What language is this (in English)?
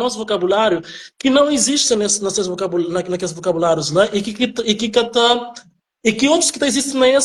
Kabuverdianu